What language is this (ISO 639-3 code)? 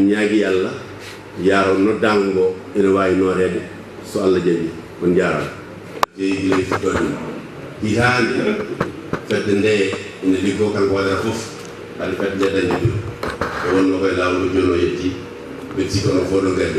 ful